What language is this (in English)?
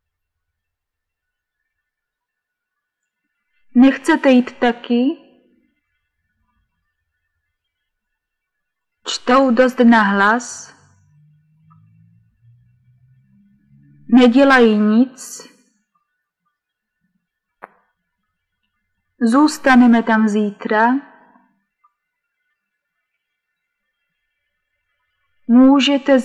Czech